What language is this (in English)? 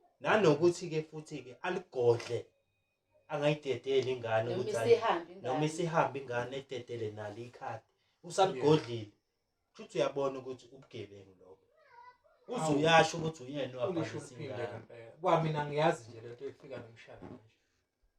Zulu